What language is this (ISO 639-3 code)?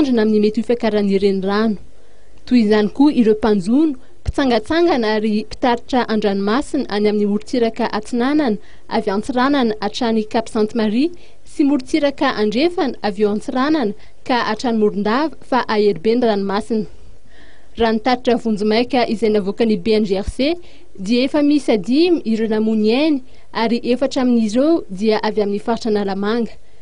mlg